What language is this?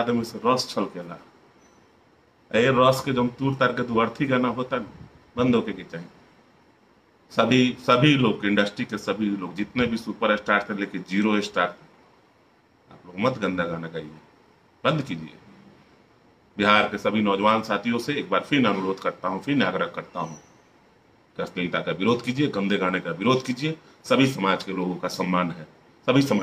Bhojpuri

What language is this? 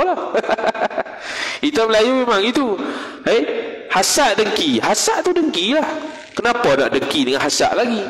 Malay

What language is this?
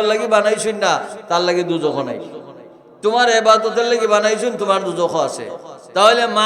Sylheti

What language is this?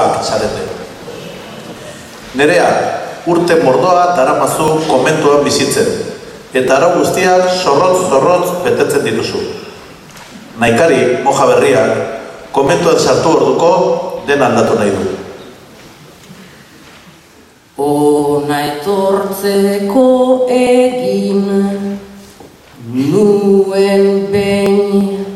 Basque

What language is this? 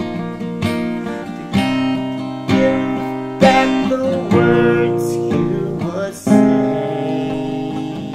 English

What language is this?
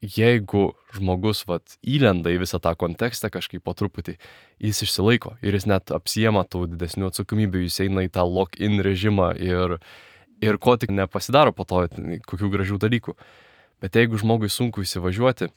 Lithuanian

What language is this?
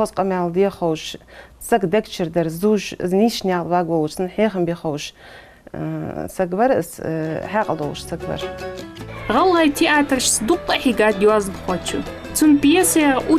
Ingush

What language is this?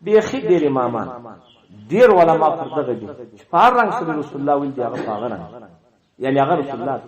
Pashto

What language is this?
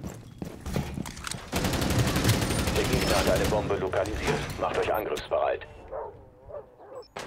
German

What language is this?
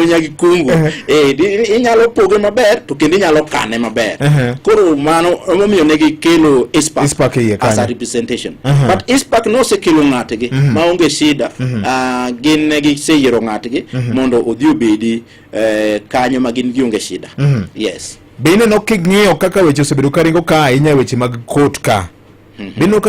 Luo (Kenya and Tanzania)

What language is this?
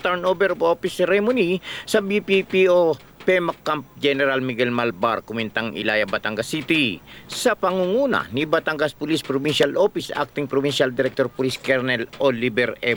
Filipino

